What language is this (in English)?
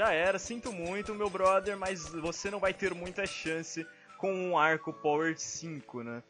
Portuguese